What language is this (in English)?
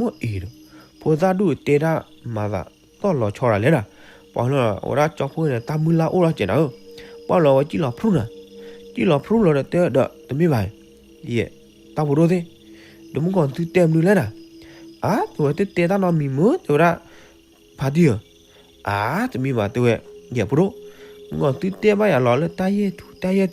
S'gaw Karen